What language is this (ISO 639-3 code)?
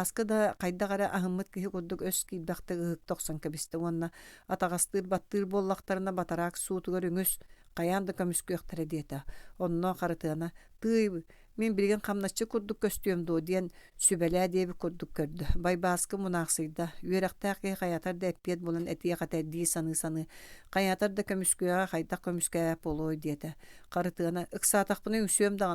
sah